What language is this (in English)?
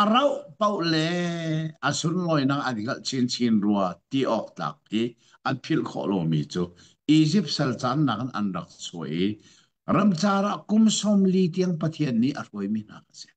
Hakha Chin